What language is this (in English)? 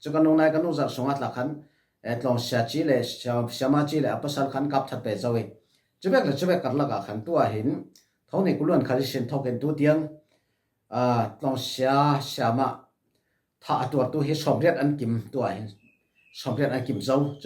Falam Chin